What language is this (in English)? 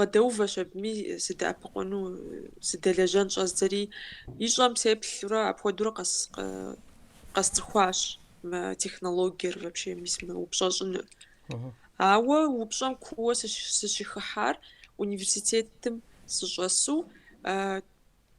Kabardian